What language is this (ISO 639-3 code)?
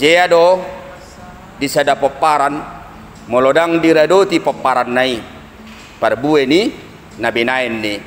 bbc